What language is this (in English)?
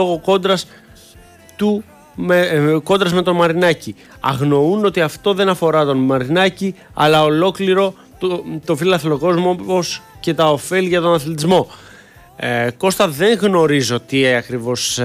Greek